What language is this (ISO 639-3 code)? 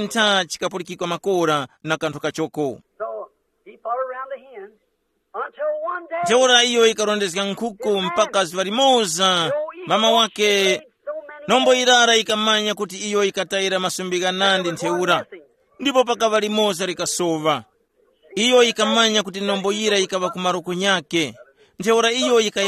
tum